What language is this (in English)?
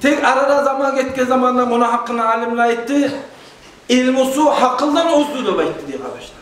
Kumyk